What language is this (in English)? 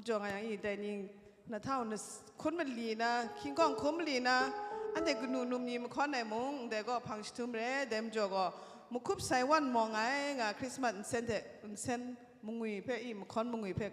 Kachin